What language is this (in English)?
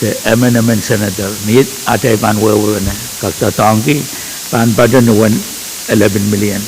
Pohnpeian